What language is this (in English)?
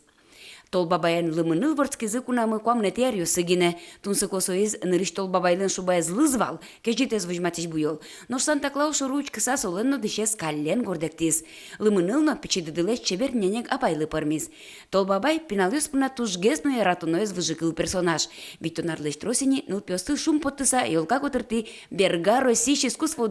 Udmurt